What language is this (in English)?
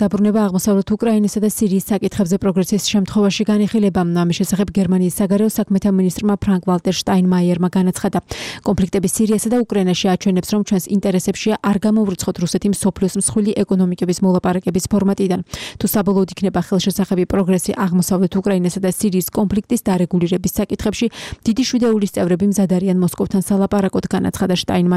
Georgian